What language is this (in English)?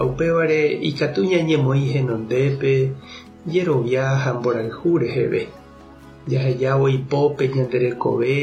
Guarani